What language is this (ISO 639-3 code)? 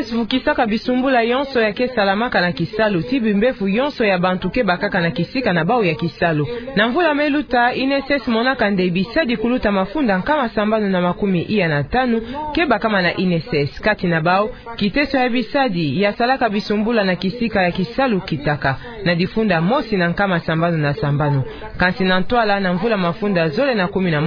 ktu